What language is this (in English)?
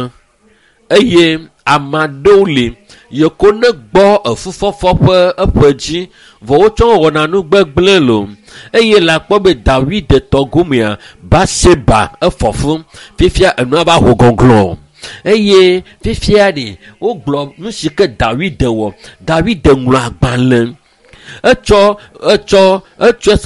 Ewe